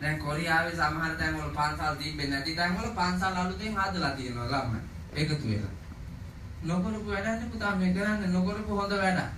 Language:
Sinhala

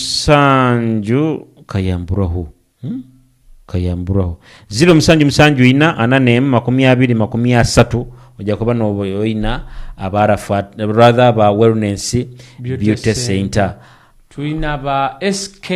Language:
Nyoro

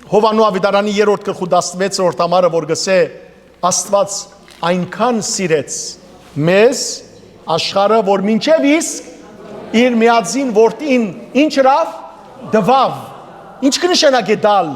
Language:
Western Armenian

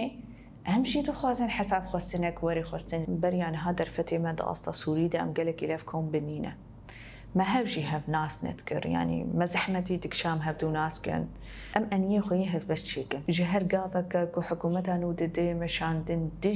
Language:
Kurdish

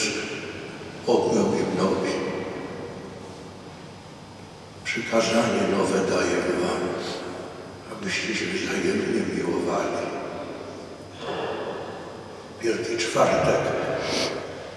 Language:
Polish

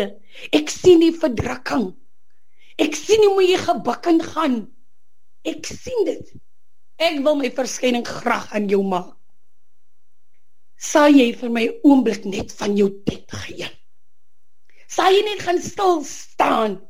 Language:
Afrikaans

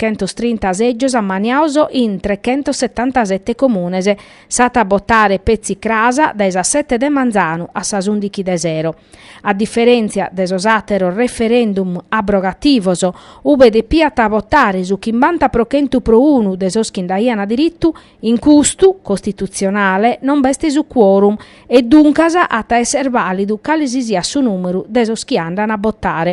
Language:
Sardinian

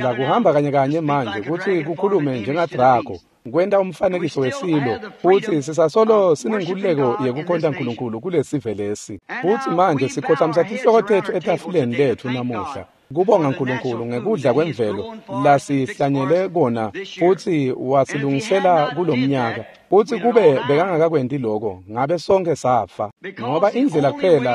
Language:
Swati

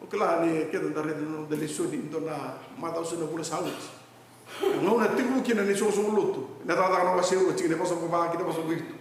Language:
Fijian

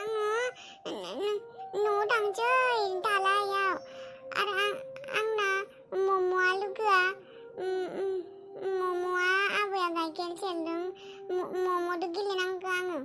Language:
Bodo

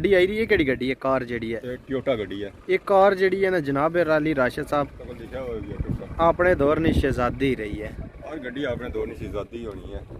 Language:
Pahari-Potwari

